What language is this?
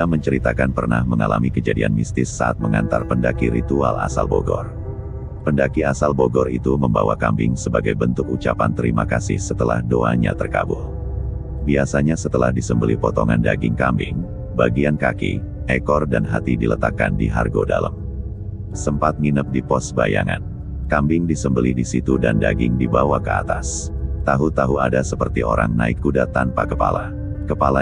Indonesian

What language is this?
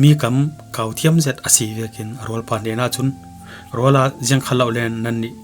Falam Chin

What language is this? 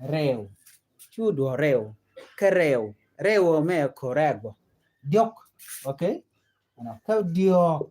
Nuer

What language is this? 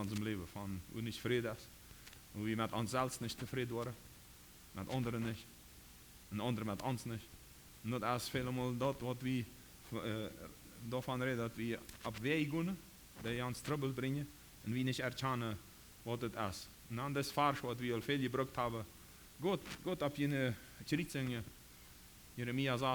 Plautdietsch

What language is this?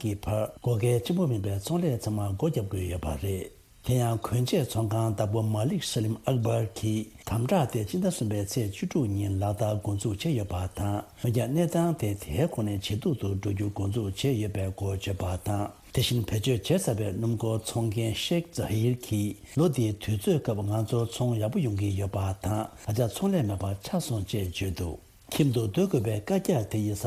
Tibetan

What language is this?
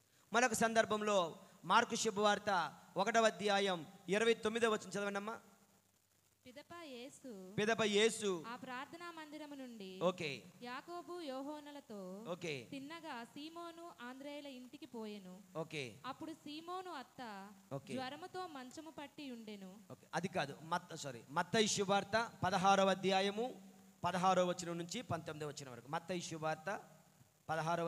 Telugu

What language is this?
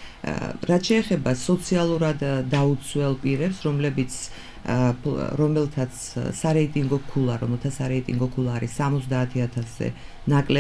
Georgian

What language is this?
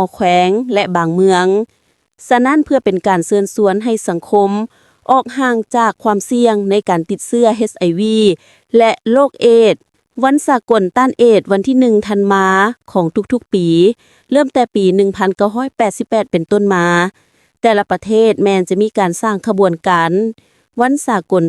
Lao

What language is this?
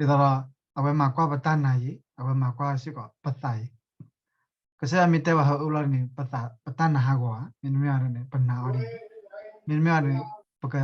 S'gaw Karen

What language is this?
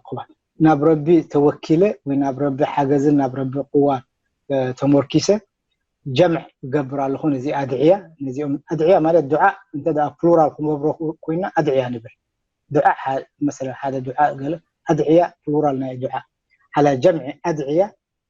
Tigrinya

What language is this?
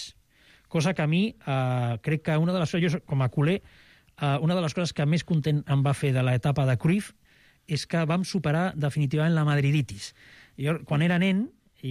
Catalan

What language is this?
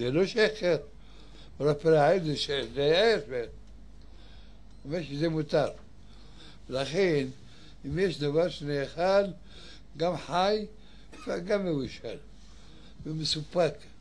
Hebrew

